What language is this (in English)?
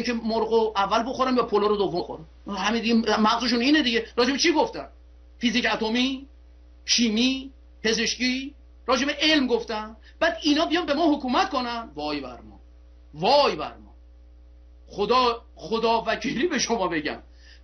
Persian